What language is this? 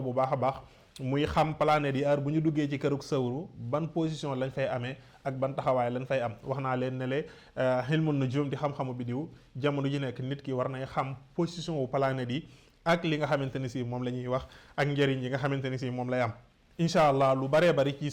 Wolof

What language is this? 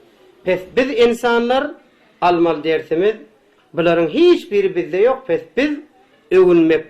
Turkmen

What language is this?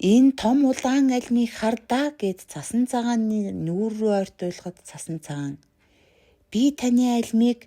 Mongolian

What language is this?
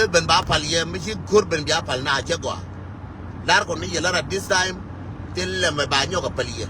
Nuer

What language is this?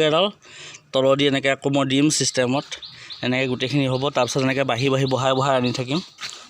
Assamese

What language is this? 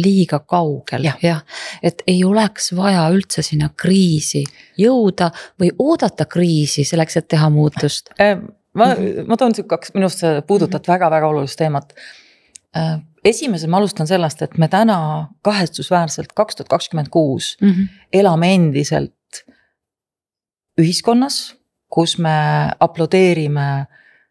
Estonian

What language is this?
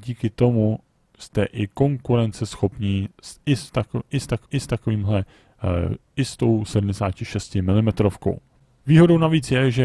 Czech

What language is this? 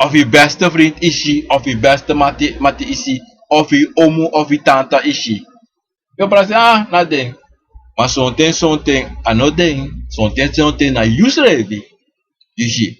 Sranan Tongo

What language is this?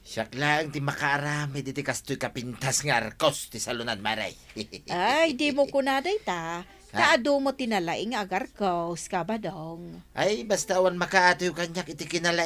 Iloko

